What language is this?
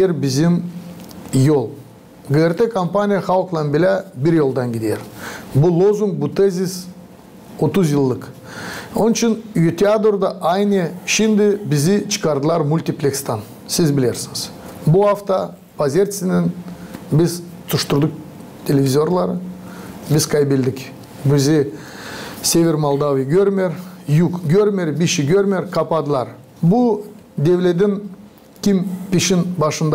Gagauz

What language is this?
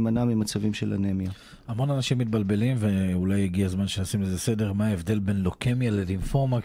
Hebrew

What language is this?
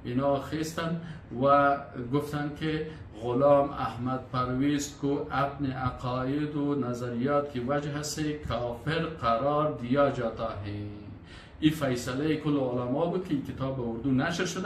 Persian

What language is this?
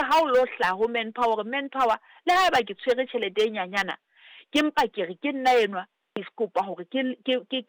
Southern Sotho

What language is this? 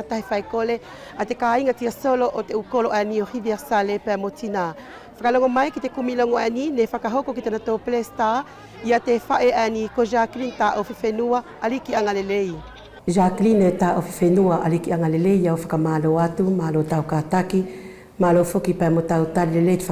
Wallisian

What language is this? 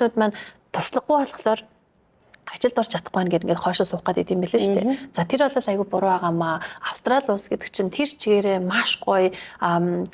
Mongolian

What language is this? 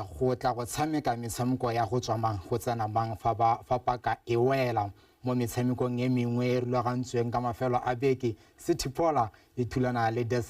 Tswana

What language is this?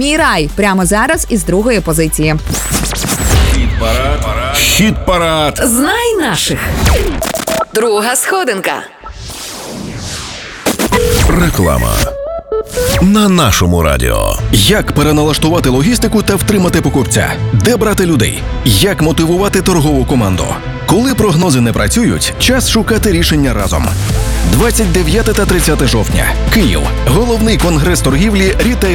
Ukrainian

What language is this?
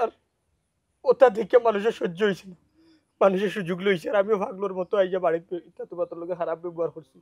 Sylheti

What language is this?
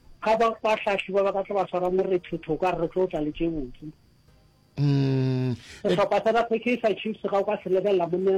Northern Sotho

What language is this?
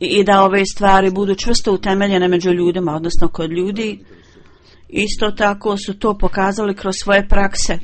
Bosnian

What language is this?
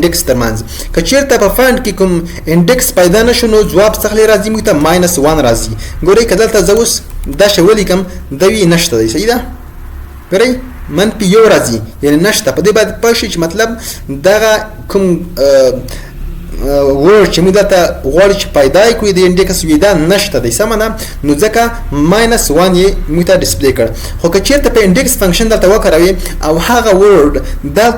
Pashto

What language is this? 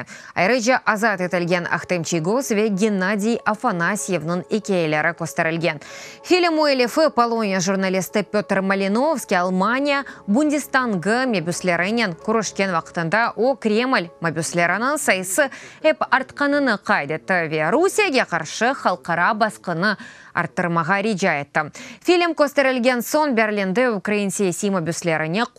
Crimean Tatar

